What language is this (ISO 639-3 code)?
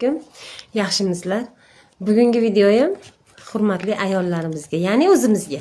uzb